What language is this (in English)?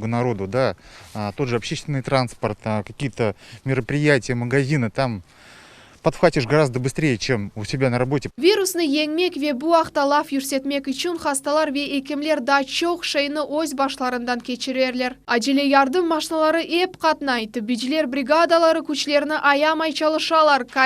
Crimean Tatar